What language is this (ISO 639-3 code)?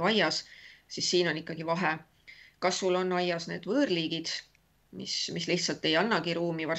est